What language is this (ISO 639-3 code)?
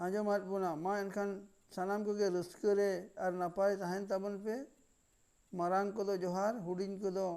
sat